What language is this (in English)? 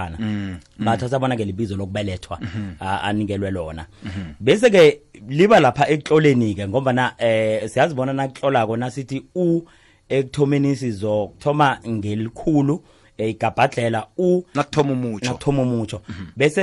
South Ndebele